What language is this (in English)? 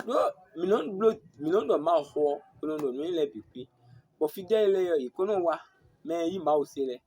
Fon